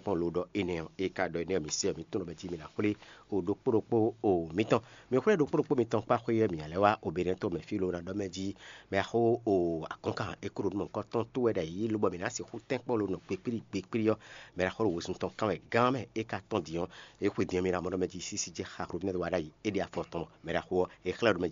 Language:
Fon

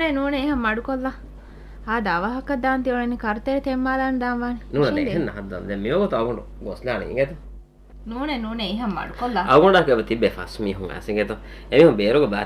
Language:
Divehi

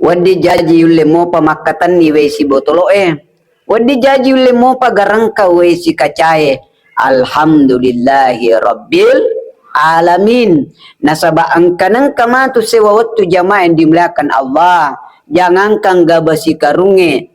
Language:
Buginese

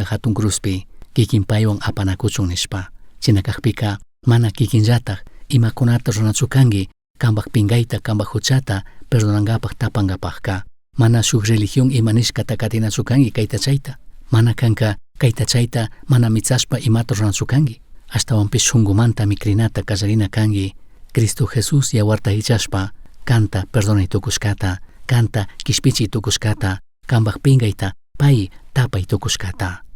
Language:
Chimborazo Highland Quichua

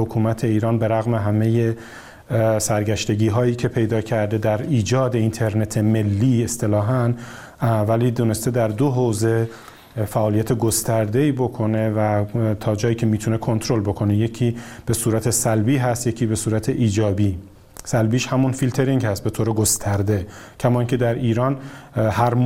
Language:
Persian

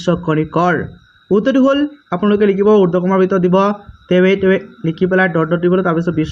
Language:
Assamese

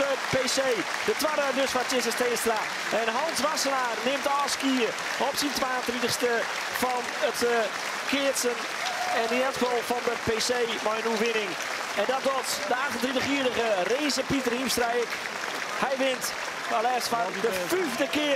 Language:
Western Frisian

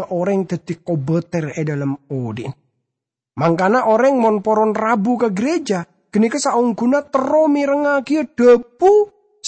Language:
Madurese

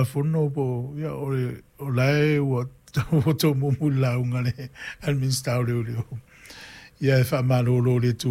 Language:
Samoan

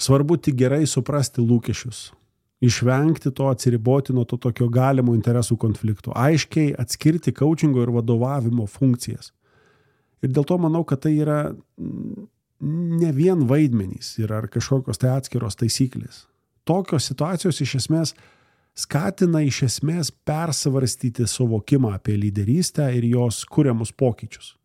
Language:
Lithuanian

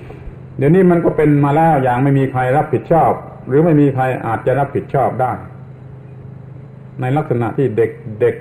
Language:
Thai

